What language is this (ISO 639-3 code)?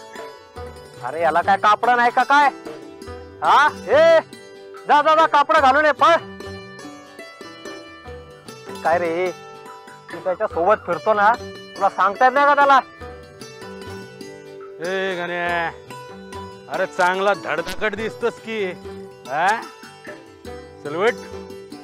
mar